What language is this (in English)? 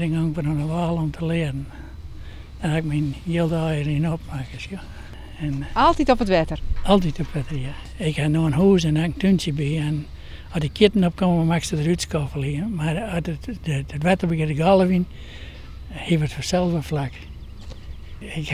Western Frisian